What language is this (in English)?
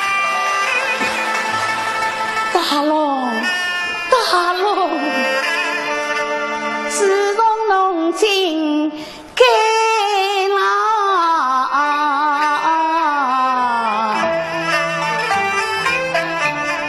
Chinese